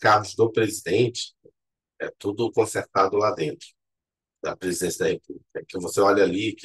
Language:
Portuguese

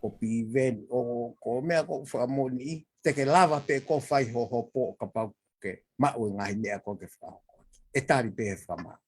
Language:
Tongan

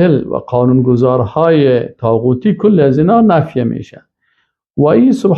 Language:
Persian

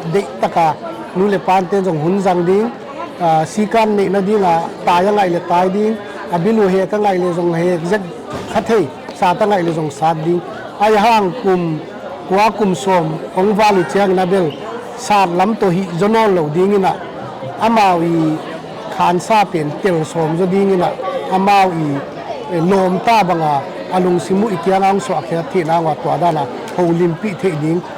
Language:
Tedim Chin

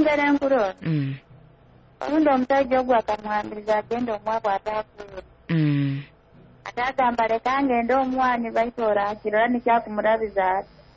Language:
Nyoro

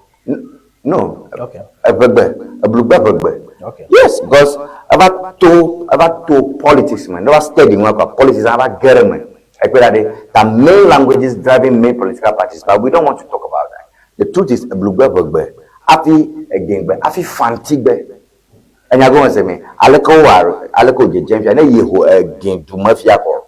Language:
Ewe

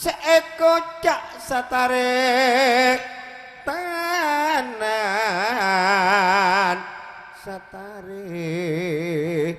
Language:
Madurese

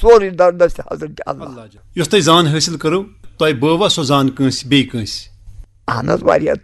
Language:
Kashmiri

